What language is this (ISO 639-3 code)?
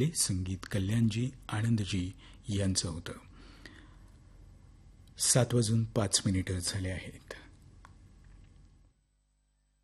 mar